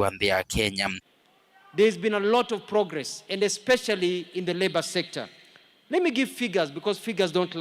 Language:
Kamba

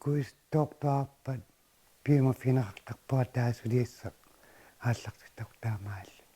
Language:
Kalaallisut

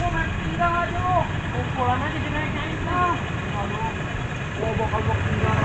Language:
Betawi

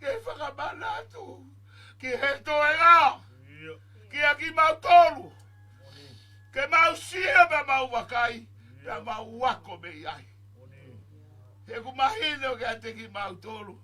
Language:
Tongan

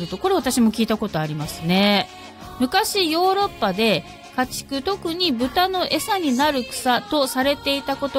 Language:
Japanese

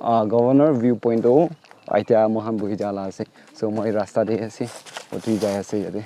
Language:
Naga Pidgin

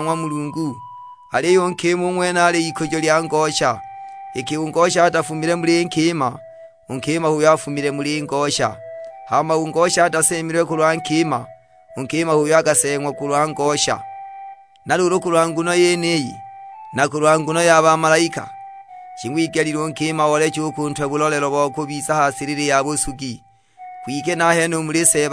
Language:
Sukuma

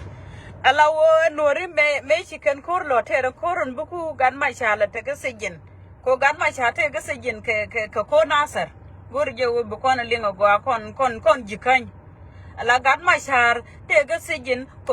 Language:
Nuer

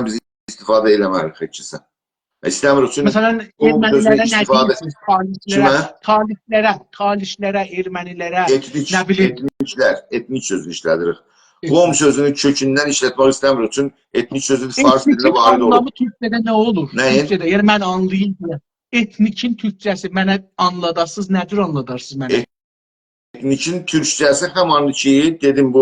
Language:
South Azerbaijani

